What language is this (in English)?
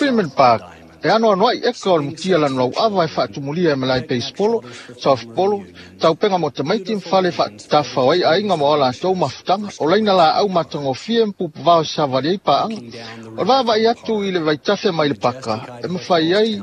Samoan